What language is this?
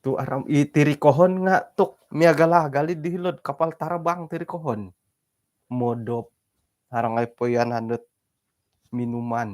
Central Dusun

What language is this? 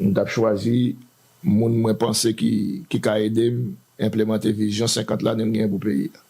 Haitian Creole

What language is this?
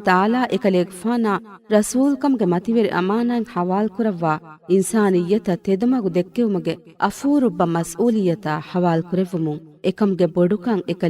Divehi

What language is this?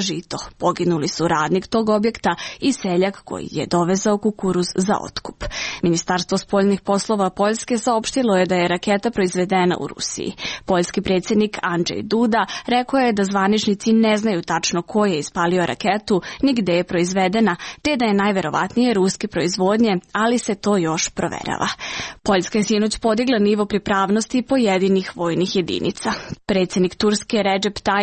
Serbian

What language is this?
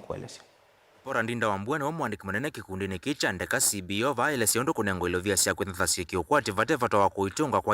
Kamba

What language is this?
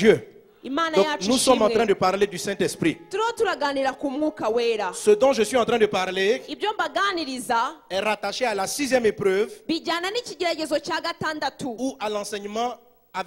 Kinyarwanda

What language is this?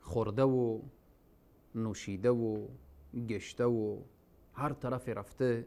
Persian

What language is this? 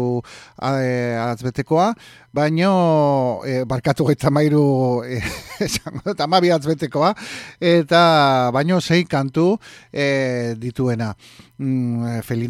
Basque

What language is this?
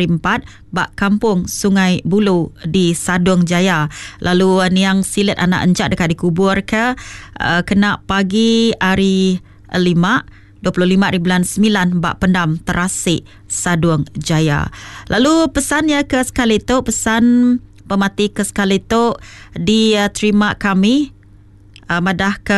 Iban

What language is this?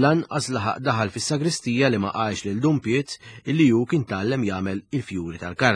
Maltese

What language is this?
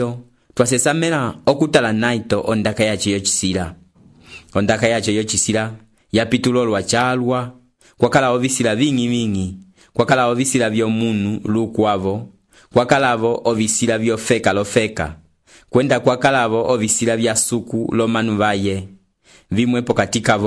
Umbundu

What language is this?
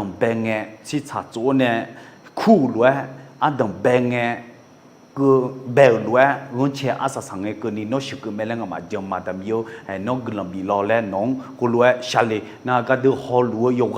Akha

